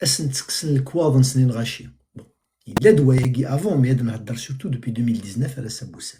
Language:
Kabyle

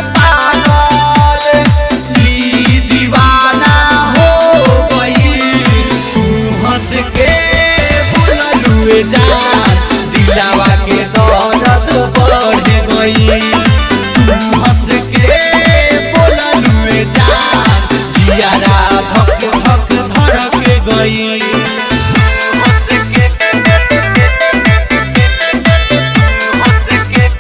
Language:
Bhojpuri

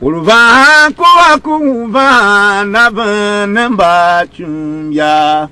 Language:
Tiv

